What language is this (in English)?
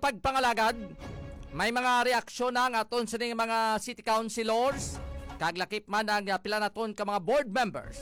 Hiligaynon